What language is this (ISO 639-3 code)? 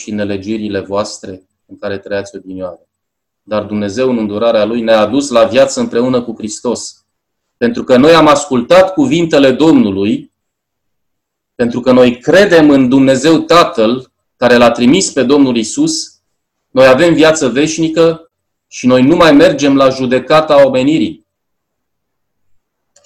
ron